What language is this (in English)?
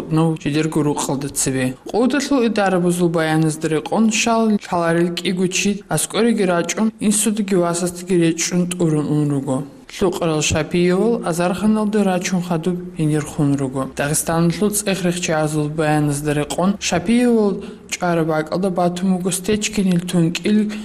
Avaric